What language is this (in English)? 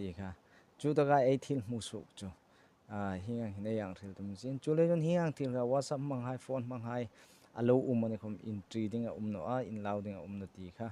Hmar